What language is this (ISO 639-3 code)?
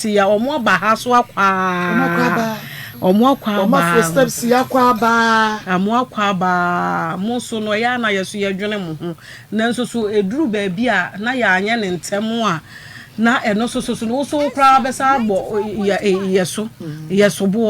aka